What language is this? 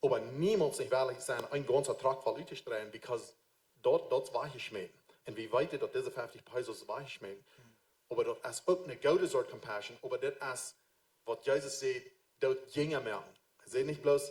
Plautdietsch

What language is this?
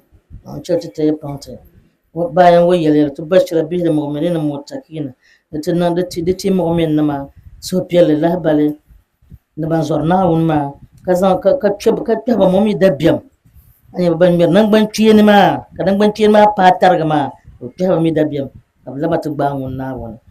Dagbani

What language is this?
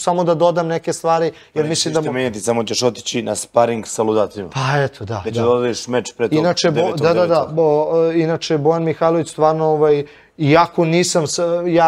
Serbian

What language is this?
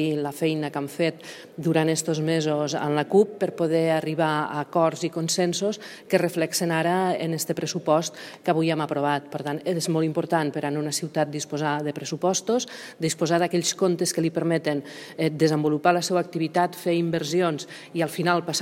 Catalan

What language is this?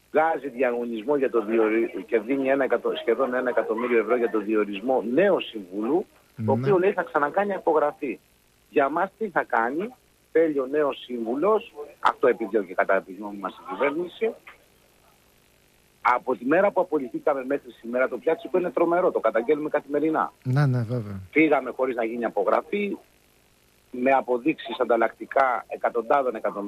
Greek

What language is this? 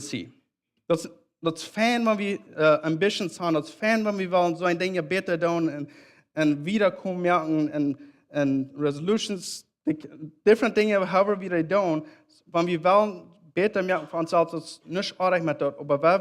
Plautdietsch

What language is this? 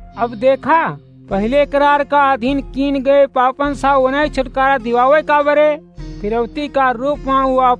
Awadhi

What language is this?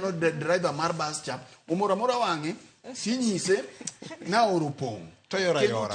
Luo (Kenya and Tanzania)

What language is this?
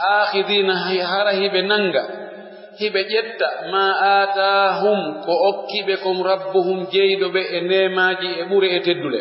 Pular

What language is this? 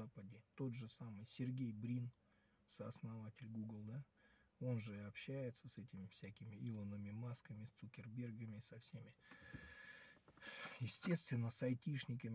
Russian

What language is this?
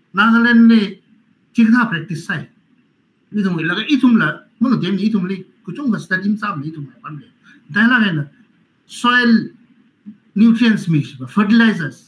Tangkhul Naga (India)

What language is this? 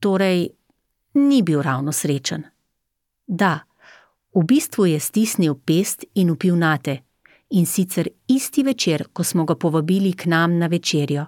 Slovenian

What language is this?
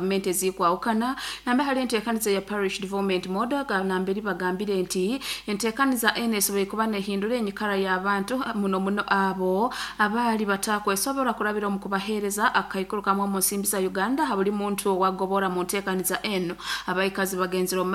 Nyoro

